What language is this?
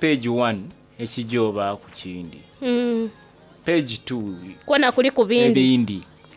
Soga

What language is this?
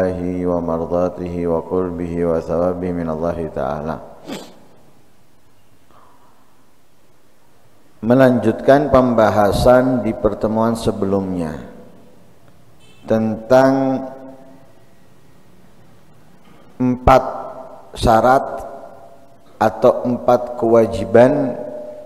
Indonesian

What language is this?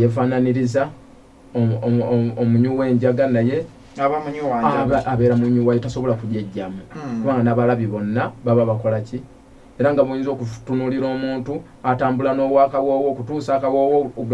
Ganda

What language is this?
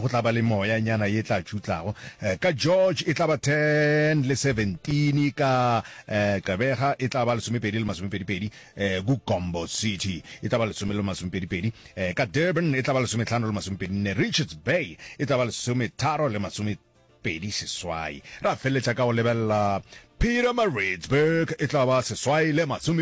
Northern Sotho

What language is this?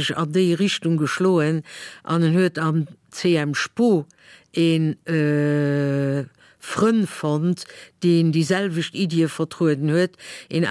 Luxembourgish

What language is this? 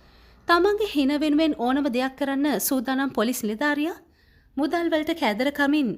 Sinhala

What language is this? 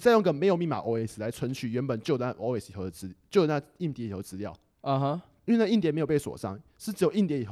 Chinese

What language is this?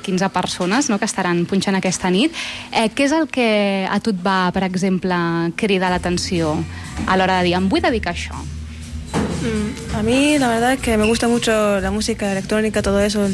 Catalan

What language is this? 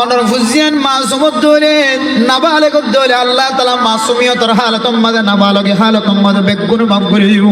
Rohingya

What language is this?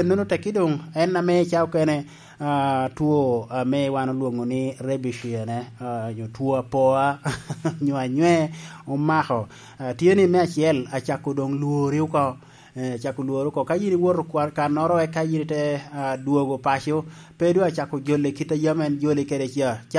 Lango (Uganda)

